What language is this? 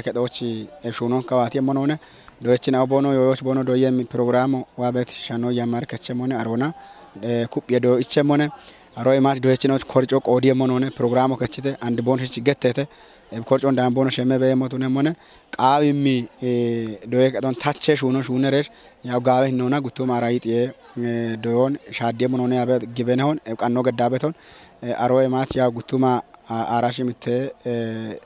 Kafa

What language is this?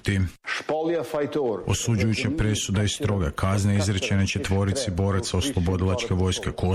Croatian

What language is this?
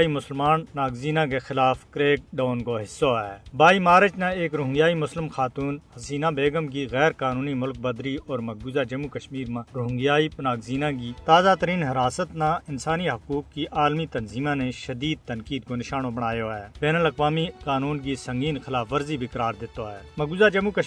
Gujari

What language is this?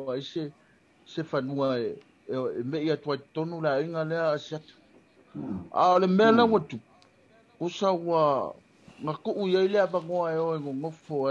Samoan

